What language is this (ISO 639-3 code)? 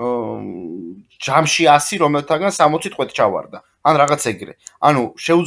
kat